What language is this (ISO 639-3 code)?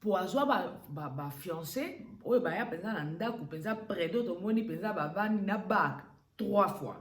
lin